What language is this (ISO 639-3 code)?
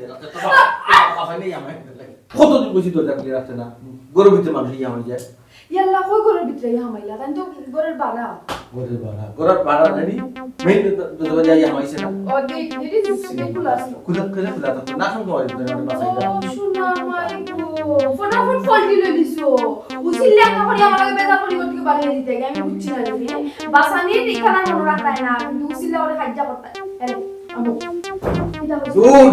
syl